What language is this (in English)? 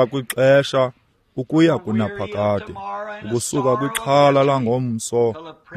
Xhosa